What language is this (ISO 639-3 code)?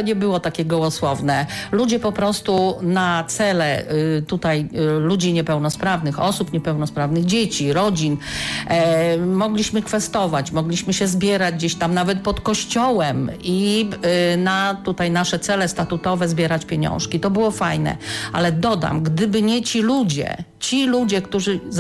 pol